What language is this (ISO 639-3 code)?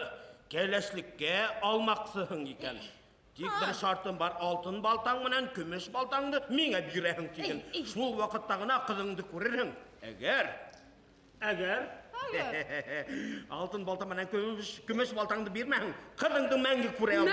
bak